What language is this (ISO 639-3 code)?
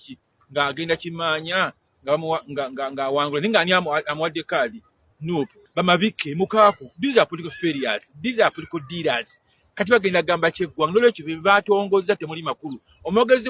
lug